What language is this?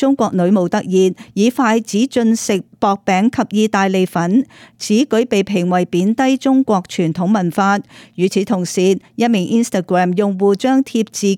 Cantonese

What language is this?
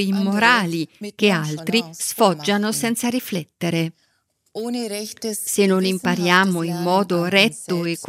Italian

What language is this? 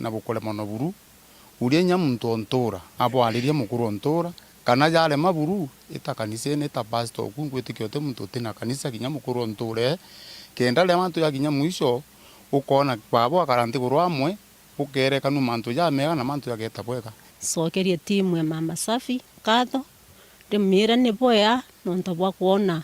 Meru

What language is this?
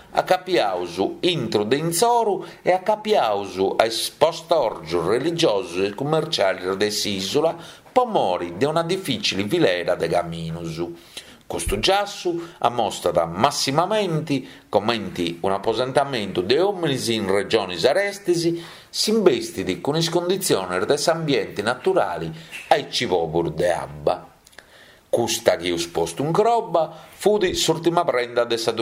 Sardinian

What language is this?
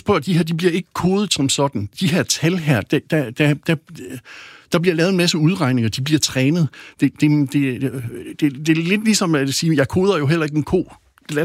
Danish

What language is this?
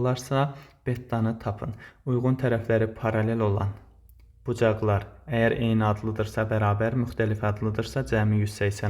Azerbaijani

